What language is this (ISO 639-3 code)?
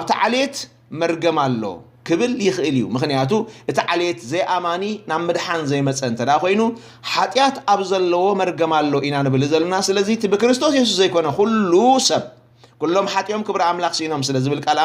tir